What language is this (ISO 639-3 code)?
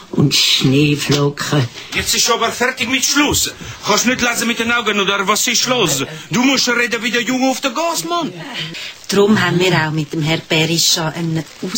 deu